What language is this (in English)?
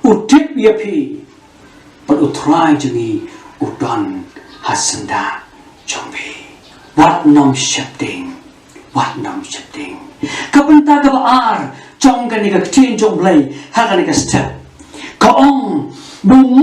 Khasi